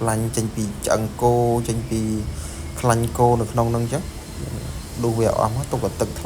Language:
Khmer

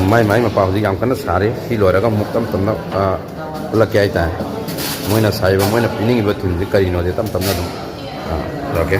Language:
Manipuri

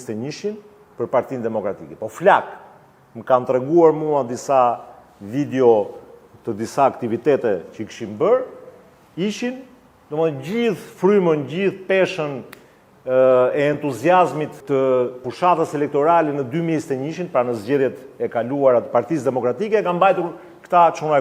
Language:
Albanian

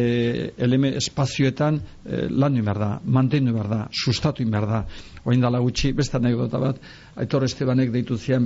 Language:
Basque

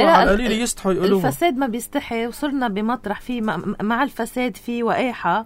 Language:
North Levantine Arabic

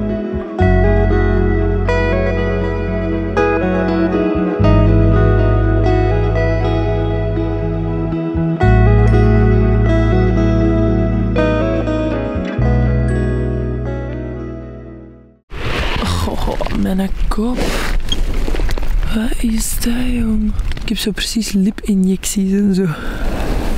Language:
Dutch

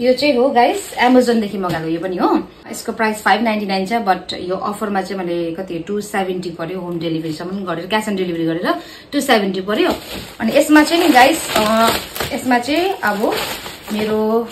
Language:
Nepali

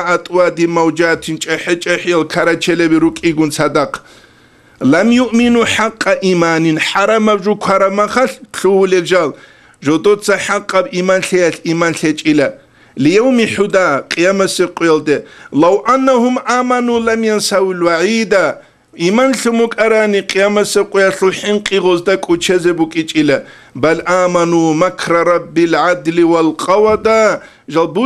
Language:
Avaric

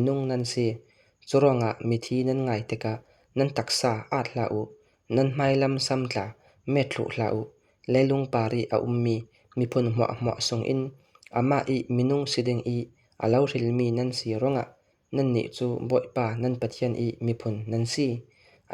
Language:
Falam Chin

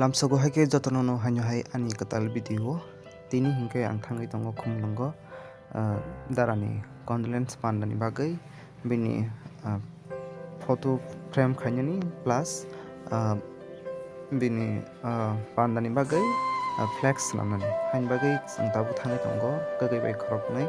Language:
Kok Borok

